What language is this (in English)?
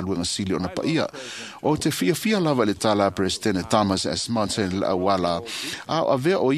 Samoan